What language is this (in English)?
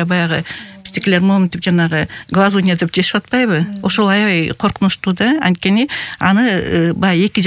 Kyrgyz